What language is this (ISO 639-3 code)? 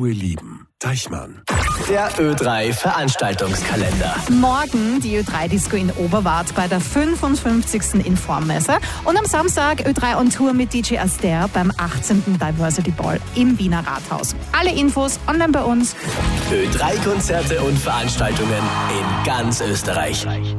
deu